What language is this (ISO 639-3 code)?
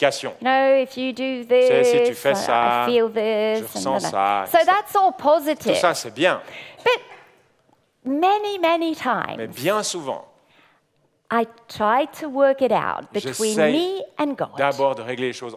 fra